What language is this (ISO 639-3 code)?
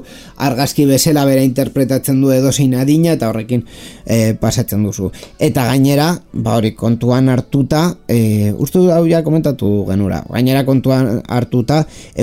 eus